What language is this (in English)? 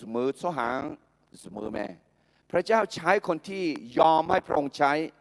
Akha